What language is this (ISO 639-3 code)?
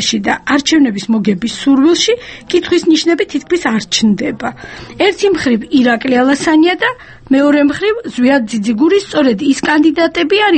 kat